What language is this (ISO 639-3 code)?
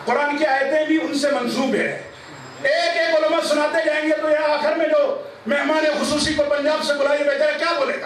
urd